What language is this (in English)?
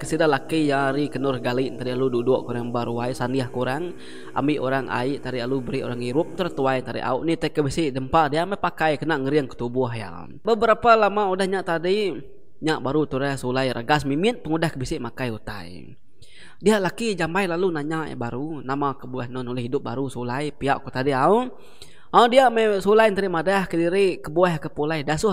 Iban